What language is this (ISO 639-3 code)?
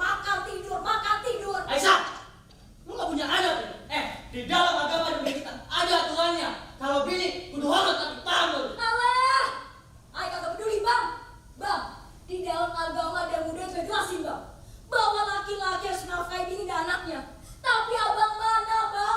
bew